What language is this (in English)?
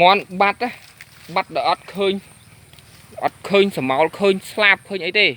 Khmer